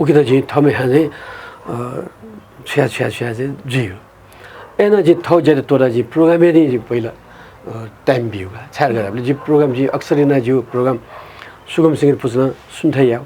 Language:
Newari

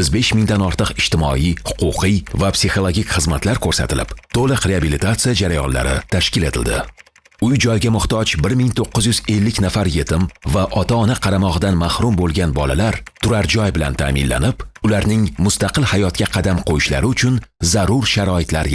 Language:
Uzbek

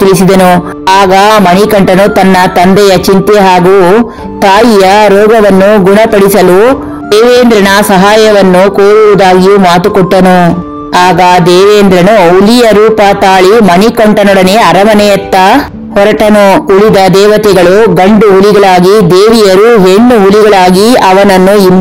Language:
Kannada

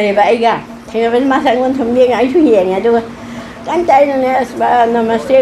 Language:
Manipuri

